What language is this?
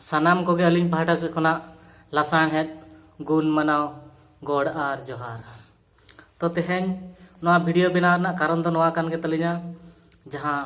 Santali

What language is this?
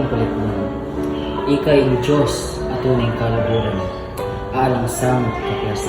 Pampanga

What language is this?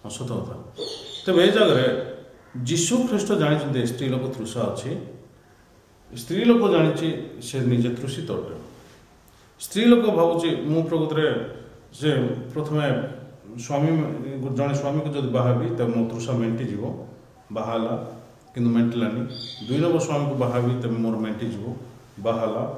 Odia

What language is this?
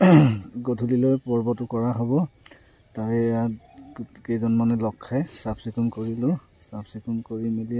Assamese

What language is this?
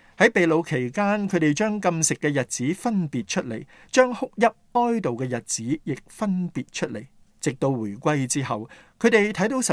Cantonese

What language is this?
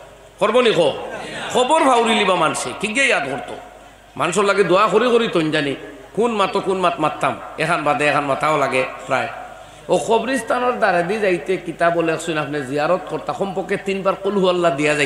Sylheti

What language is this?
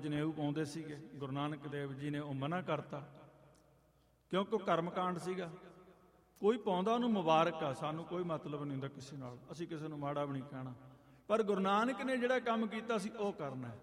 Punjabi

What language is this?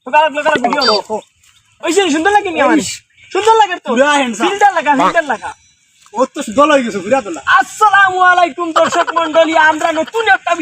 Sylheti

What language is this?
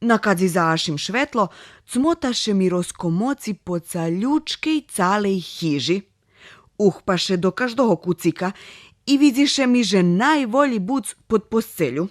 Rusyn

